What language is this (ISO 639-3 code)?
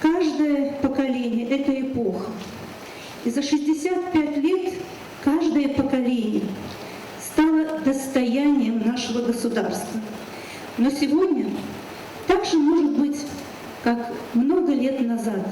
oss